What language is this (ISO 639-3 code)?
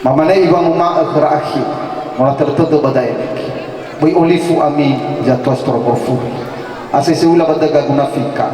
nia